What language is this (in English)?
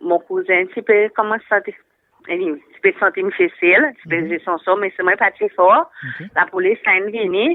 Seselwa Creole French